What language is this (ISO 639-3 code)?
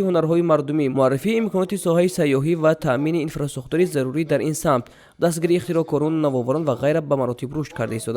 tgk